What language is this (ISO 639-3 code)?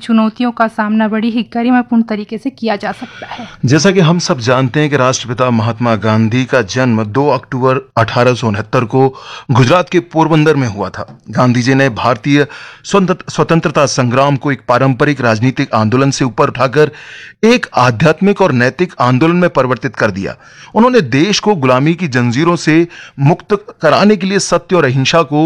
hin